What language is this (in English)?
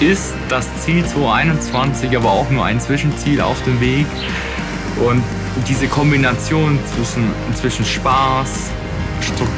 German